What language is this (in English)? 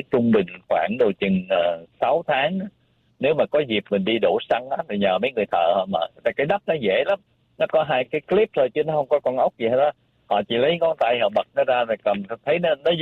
Vietnamese